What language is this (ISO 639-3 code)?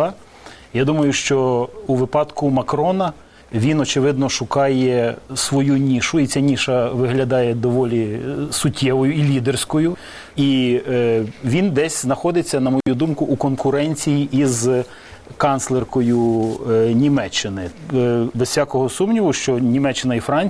ukr